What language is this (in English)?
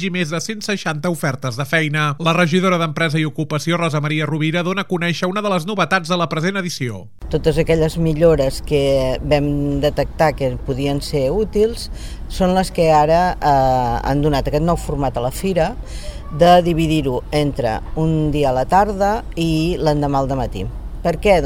Catalan